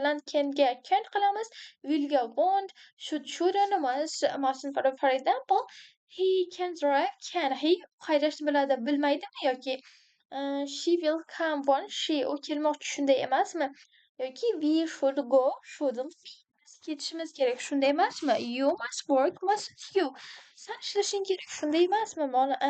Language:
Uzbek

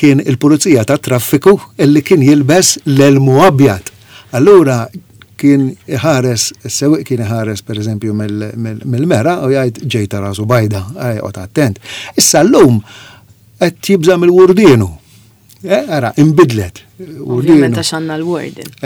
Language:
Maltese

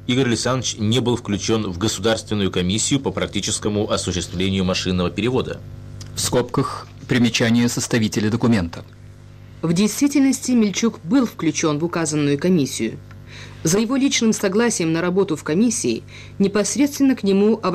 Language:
Russian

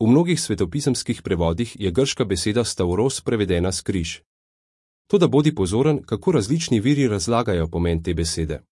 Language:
Slovenian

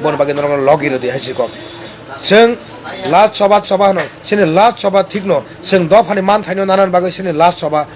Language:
Kok Borok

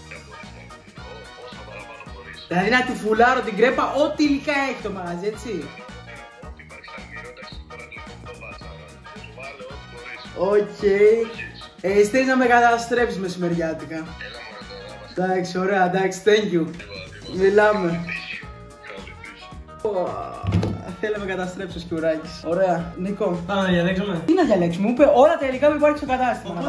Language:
Greek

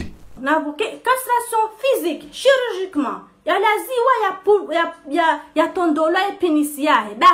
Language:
Ngazidja Comorian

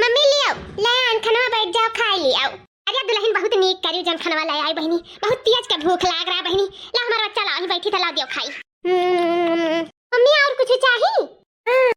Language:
Awadhi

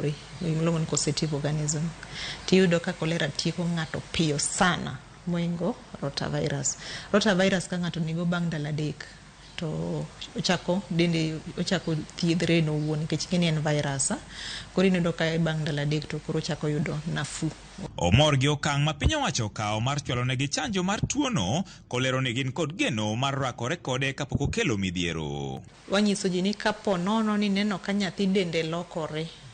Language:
Luo (Kenya and Tanzania)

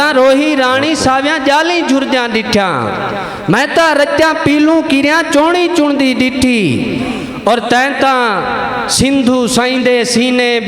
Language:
Saraiki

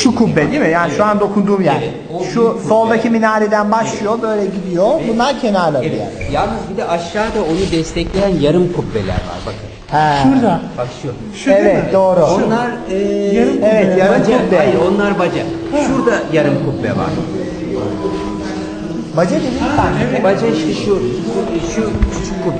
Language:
Turkish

